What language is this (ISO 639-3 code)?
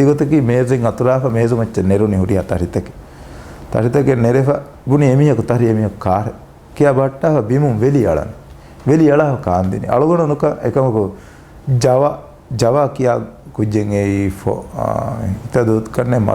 div